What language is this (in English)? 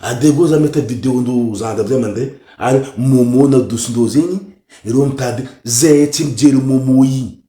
Malagasy